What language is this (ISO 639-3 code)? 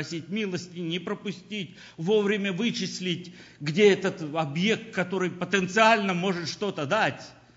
rus